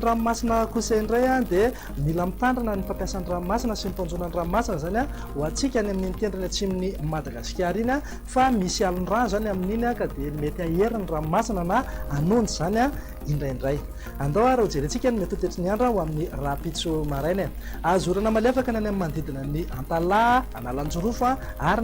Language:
Malagasy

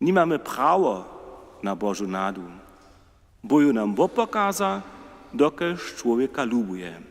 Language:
Upper Sorbian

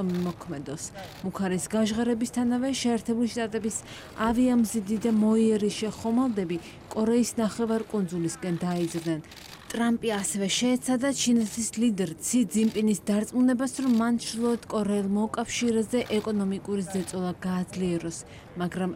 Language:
Georgian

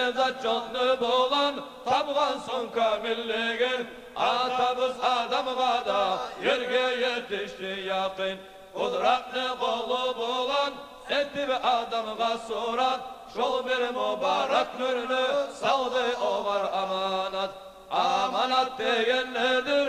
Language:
Kumyk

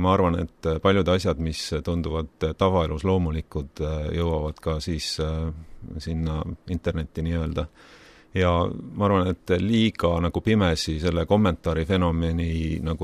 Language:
Estonian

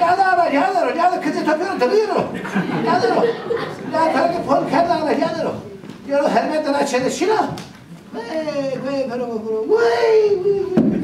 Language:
Zaza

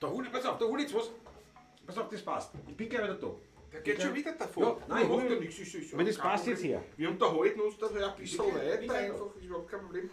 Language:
Bavarian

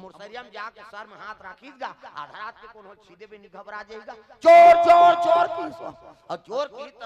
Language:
Chhattisgarhi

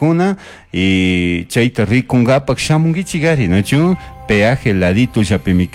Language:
Chimborazo Highland Quichua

